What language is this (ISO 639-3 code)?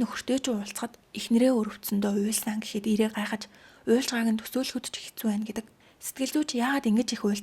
mon